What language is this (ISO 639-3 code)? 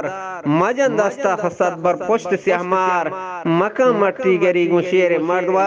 bgp